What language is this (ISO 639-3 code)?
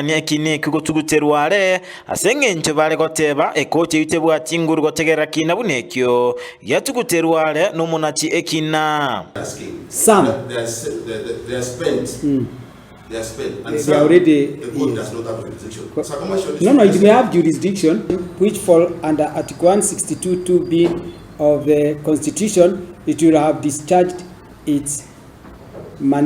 guz